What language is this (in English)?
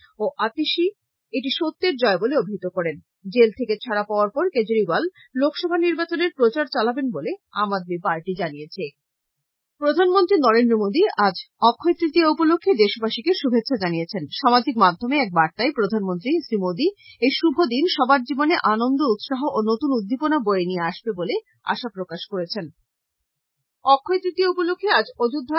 Bangla